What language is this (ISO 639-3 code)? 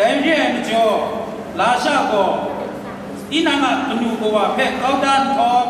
kac